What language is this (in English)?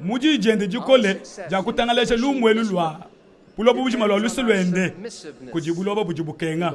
Luba-Lulua